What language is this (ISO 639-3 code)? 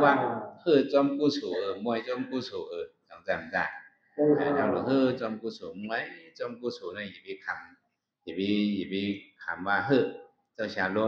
shn